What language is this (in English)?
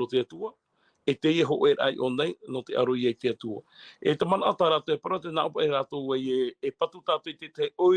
Tahitian